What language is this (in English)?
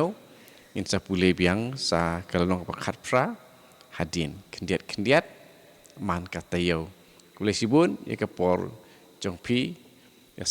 Khasi